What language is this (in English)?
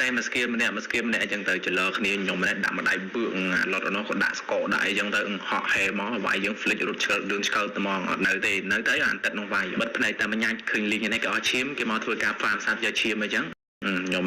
Khmer